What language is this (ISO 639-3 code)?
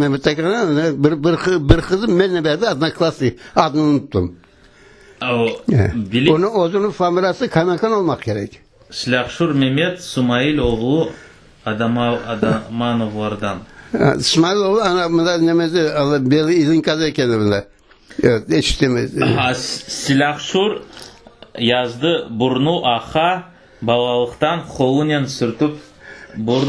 crh